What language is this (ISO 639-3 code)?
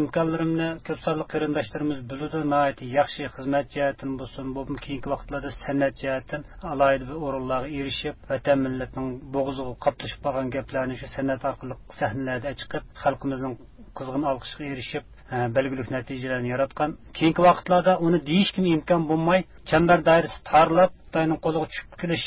uig